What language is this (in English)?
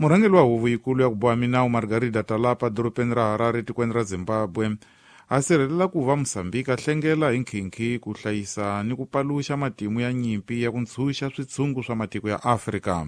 Tsonga